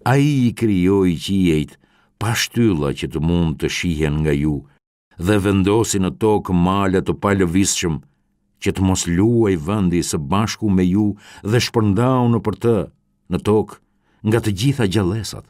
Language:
Albanian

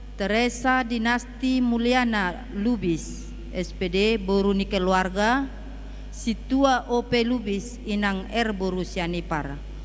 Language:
Batak Toba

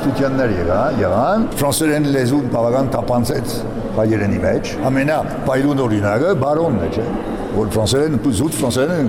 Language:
Armenian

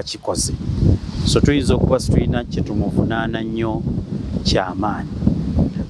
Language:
Ganda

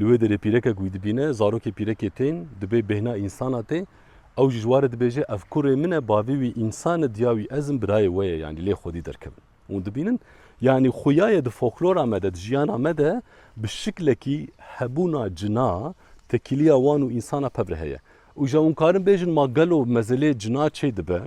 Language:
Kurdish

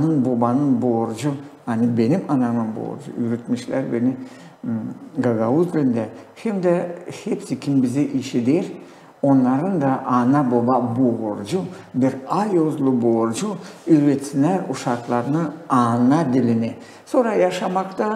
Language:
Gagauz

